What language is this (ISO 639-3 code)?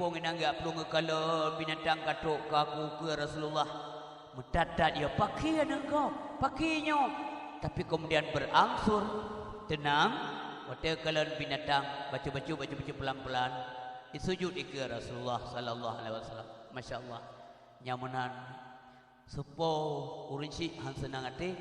ace